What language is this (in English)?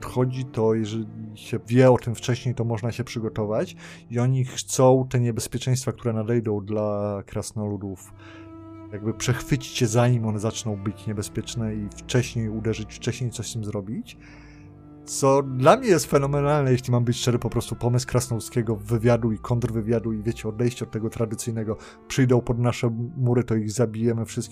Polish